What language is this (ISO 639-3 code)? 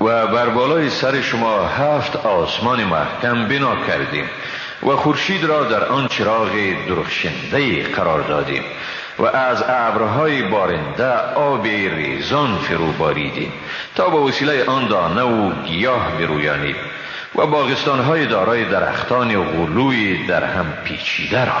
fas